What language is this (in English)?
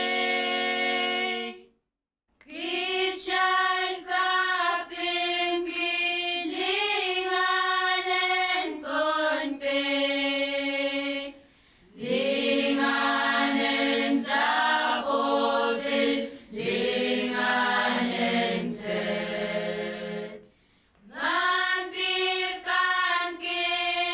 Pohnpeian